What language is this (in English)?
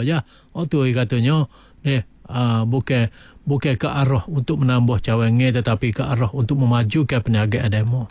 Malay